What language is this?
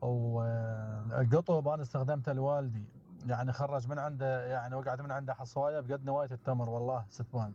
Mesopotamian Arabic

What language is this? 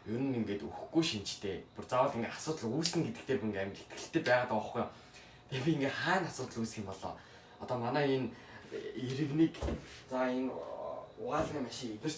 Mongolian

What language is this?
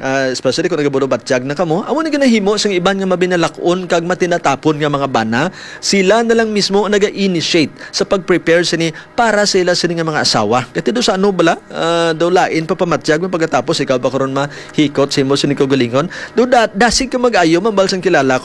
Hiligaynon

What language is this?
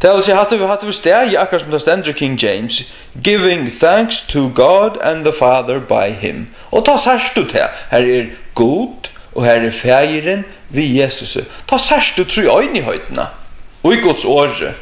Faroese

